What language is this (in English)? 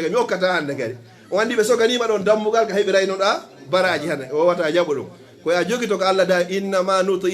Fula